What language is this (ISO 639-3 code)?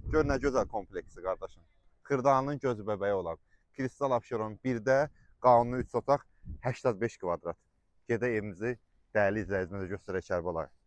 aze